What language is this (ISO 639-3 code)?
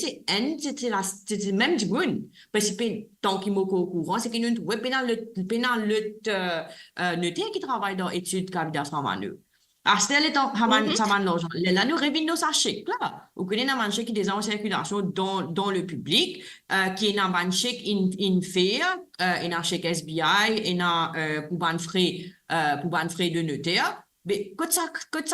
mfe